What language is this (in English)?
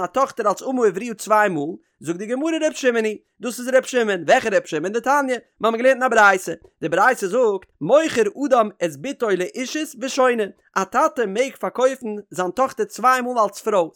Yiddish